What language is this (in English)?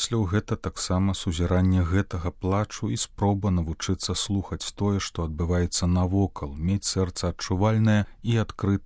Belarusian